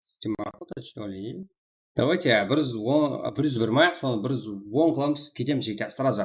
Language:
Kara-Kalpak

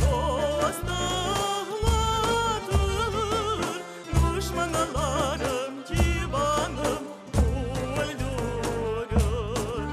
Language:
Crimean Tatar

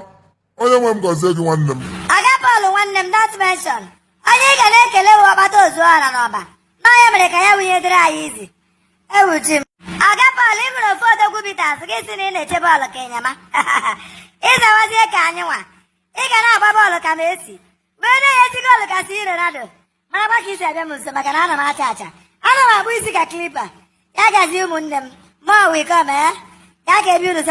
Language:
Igbo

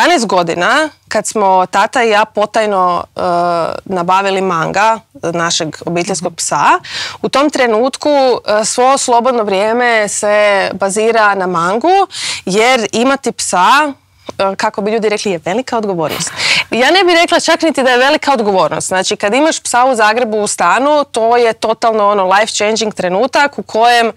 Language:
Croatian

